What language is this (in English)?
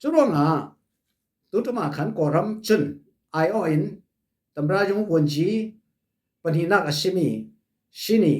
Falam Chin